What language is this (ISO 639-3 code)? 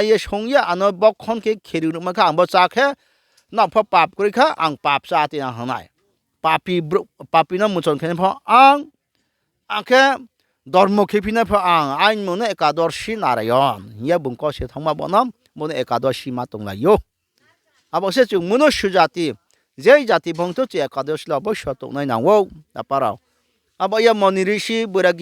ria